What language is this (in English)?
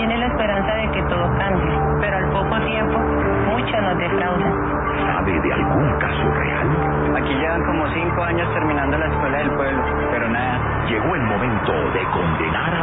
Spanish